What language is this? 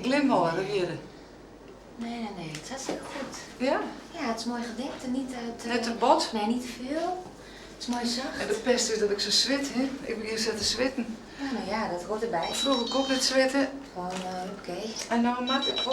Western Frisian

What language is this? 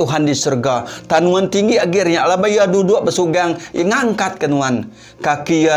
Iban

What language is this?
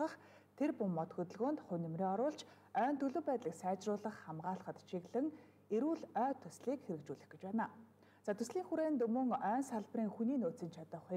Mongolian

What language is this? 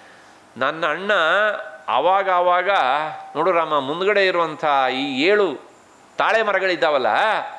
Kannada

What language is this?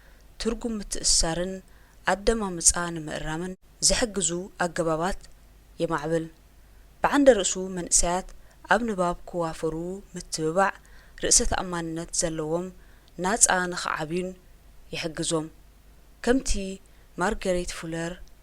Tigrinya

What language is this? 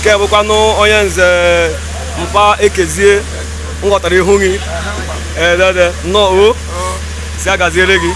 Igbo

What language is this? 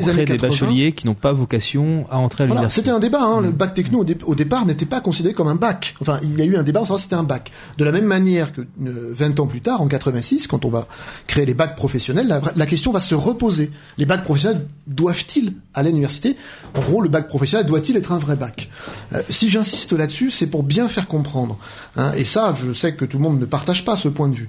French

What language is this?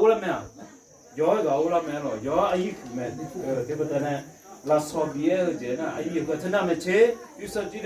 Akha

